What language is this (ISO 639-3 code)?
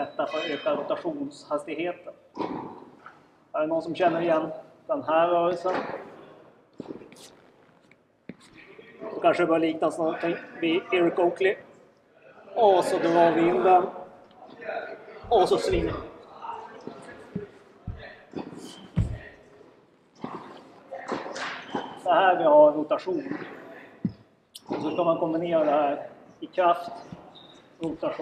swe